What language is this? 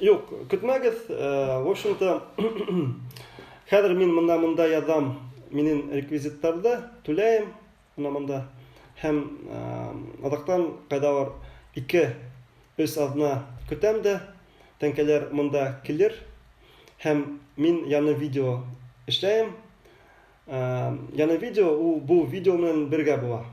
Bashkir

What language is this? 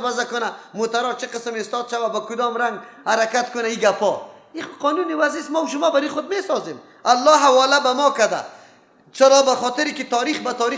Persian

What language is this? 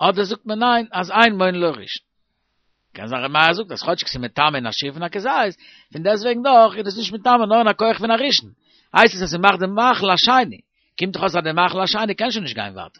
Yiddish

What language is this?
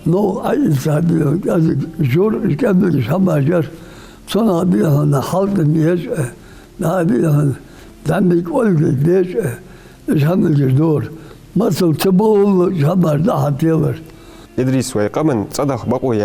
Ingush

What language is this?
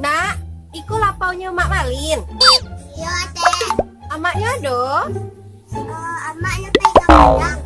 Minangkabau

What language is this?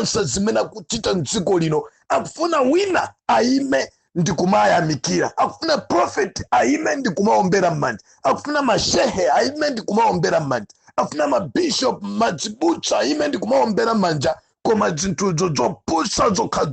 Nyanja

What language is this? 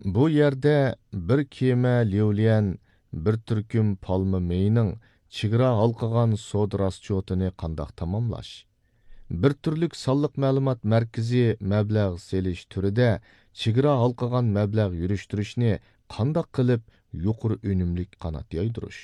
Uyghur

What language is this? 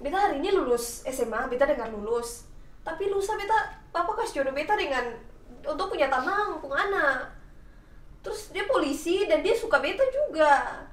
Ambonese Malay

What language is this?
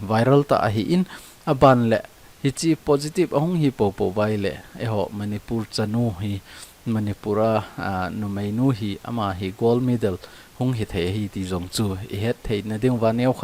Thado Chin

